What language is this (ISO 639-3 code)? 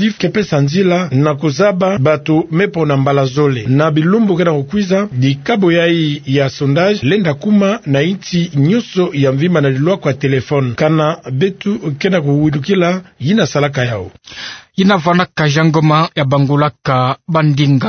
ktu